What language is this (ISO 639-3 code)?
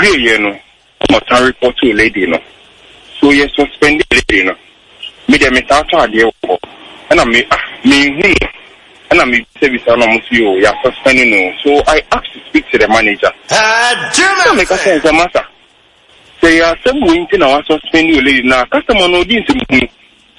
aka